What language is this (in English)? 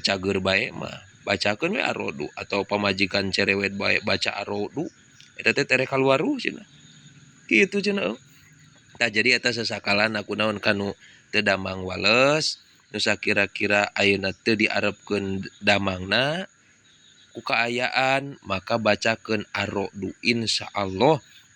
Sundanese